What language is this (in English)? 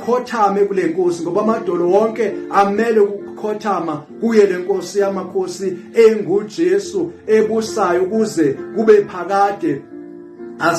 Zulu